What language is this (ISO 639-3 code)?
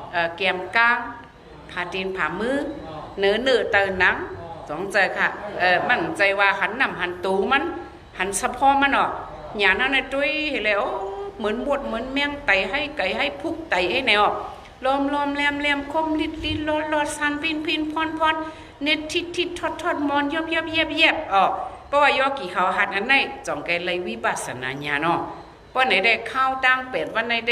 shn